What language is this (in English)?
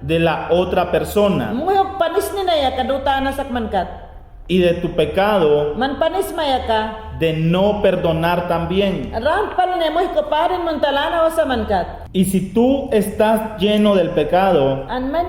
Mayangna